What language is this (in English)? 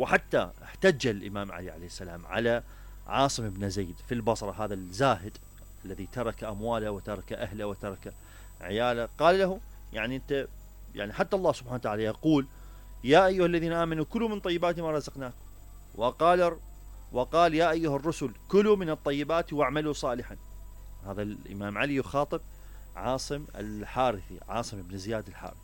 Mesopotamian Arabic